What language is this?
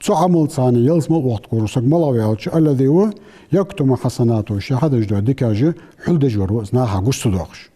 Ingush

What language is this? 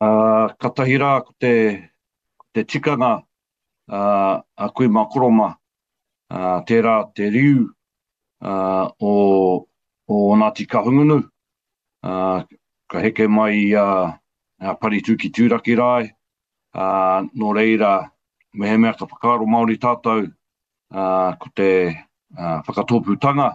Māori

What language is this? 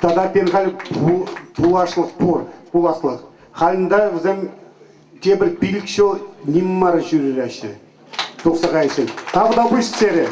Chuvash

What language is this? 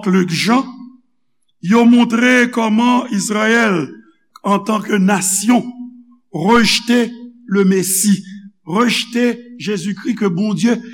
Haitian Creole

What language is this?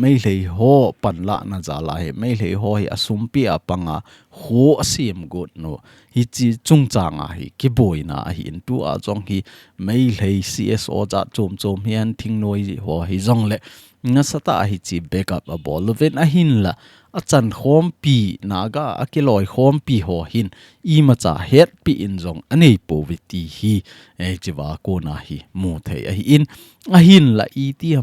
Thado Chin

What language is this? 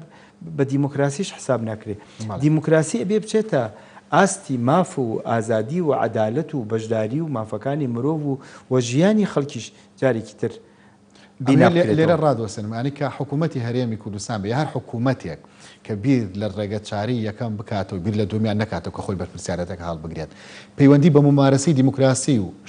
Central Kurdish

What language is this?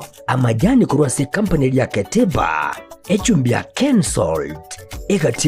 Gusii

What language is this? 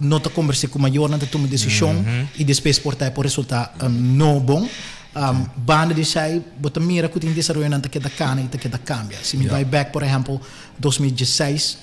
Papiamento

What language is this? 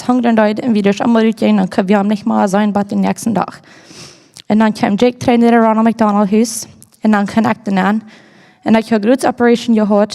Plautdietsch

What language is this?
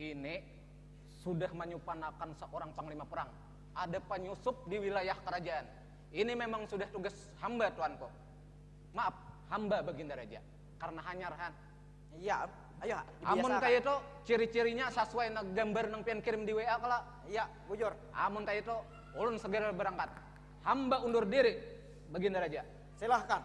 Banjar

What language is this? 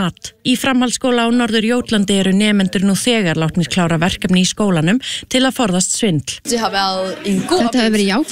Icelandic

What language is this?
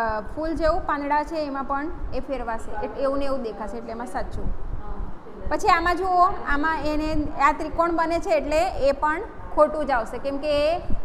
Gujarati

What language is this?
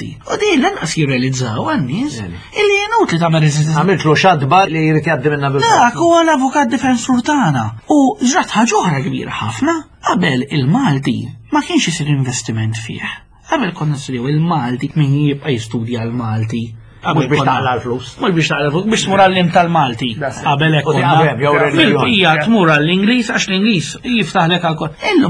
Maltese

